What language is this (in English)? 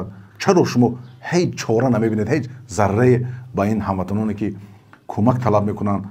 Tajik